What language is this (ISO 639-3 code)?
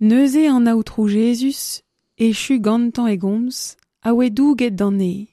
bre